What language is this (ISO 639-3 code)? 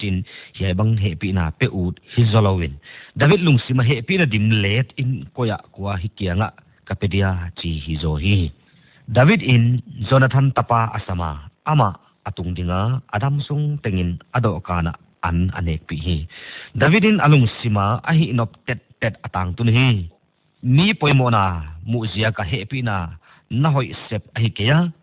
pck